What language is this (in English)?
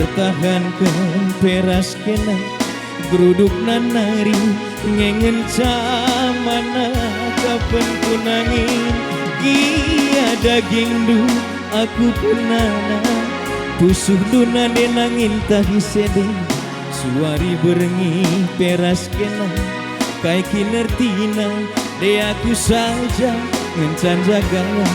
Batak Karo